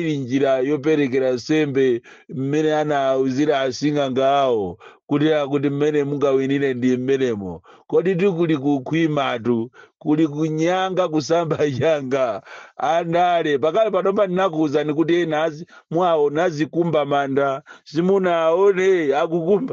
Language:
Nyanja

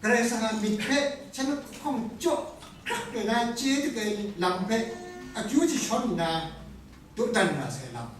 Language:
Kachin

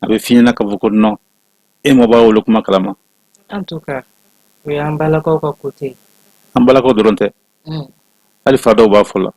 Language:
Bambara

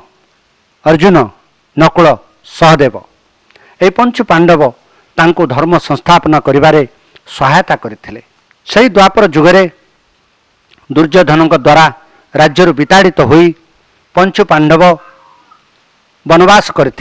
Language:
Odia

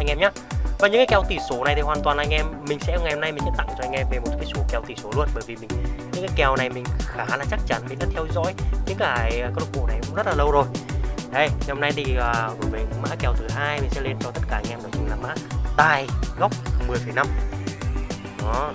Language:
Vietnamese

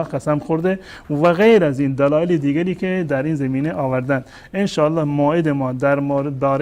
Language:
Persian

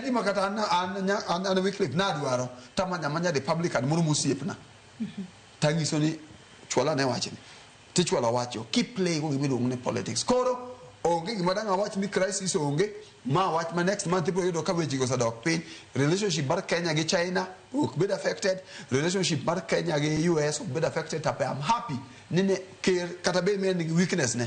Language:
Luo (Kenya and Tanzania)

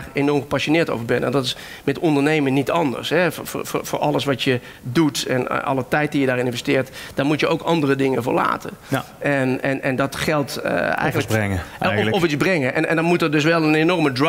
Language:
Dutch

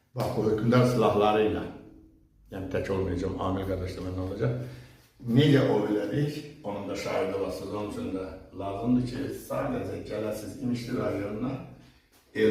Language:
Azerbaijani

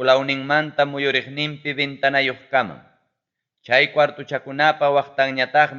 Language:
Ayacucho Quechua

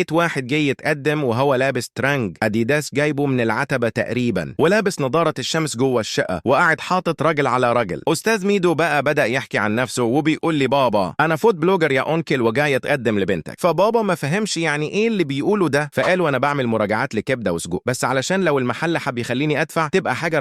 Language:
Egyptian Arabic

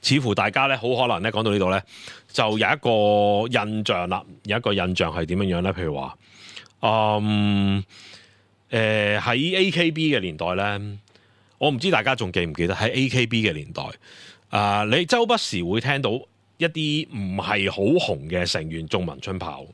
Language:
Cantonese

